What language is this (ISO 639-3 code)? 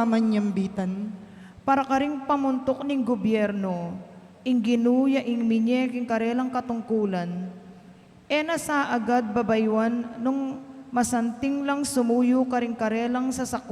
pam